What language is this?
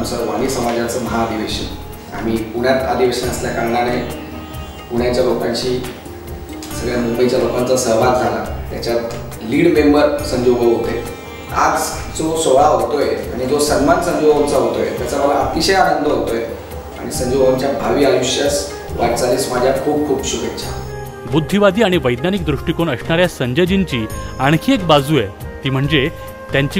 Marathi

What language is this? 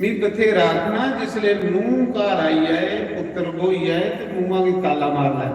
Dogri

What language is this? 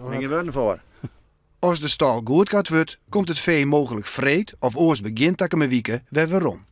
Western Frisian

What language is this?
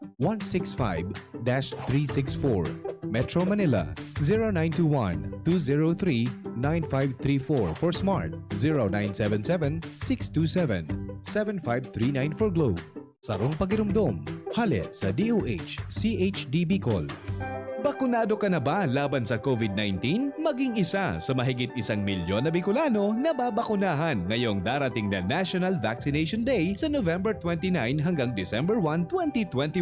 Bikol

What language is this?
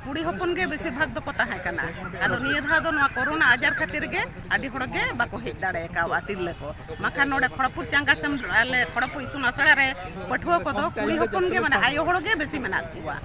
Santali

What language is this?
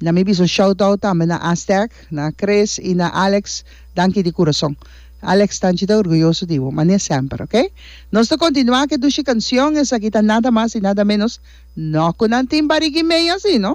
Papiamento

